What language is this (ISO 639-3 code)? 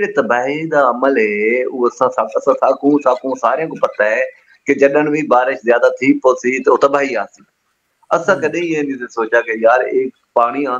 skr